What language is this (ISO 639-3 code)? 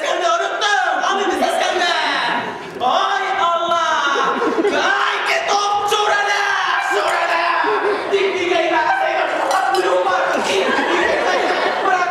bak